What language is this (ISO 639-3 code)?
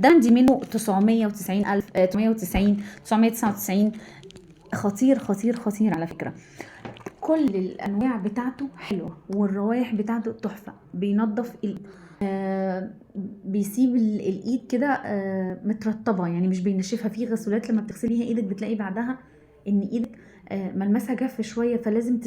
arz